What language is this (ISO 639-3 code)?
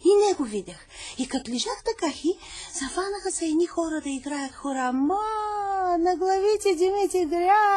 bul